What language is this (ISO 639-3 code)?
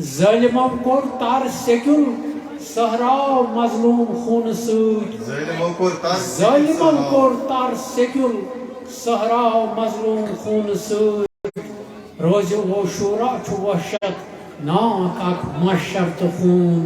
kas